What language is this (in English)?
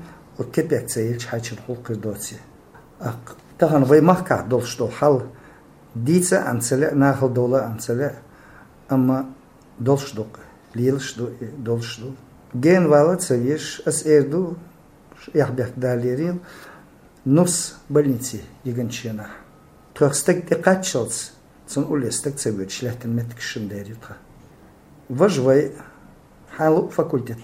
Chechen